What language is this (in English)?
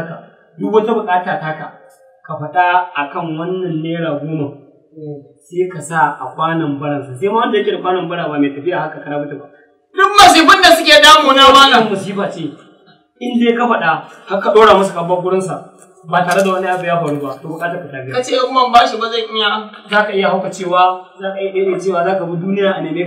Hausa